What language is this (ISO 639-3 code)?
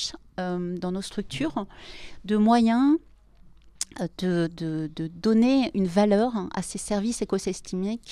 fra